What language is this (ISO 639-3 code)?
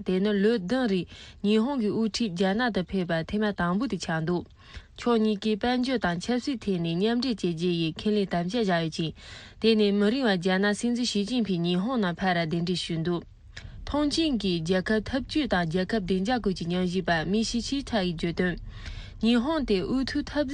bod